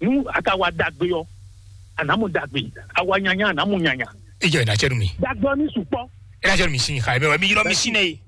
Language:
Fon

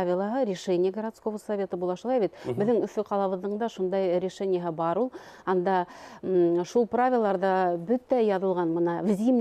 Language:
Bashkir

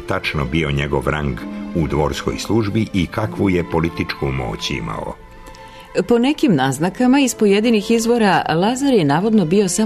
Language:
Serbian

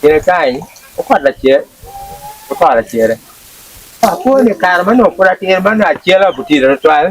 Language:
Acoli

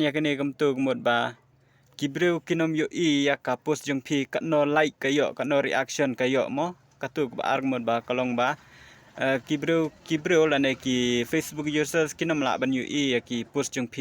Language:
Khasi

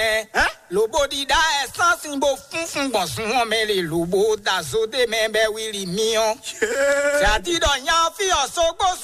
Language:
Fon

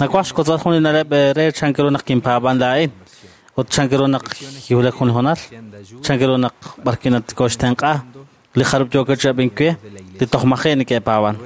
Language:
Kekchí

